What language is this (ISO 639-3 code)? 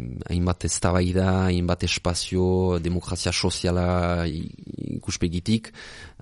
eus